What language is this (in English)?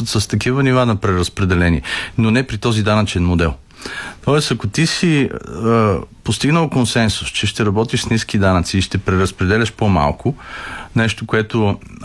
Bulgarian